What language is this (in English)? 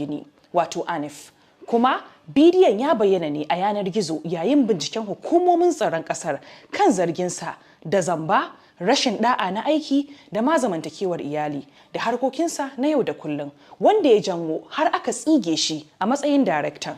Hausa